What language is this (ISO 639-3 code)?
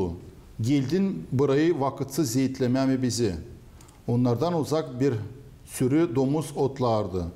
gag